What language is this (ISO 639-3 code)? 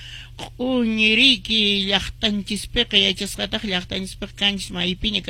que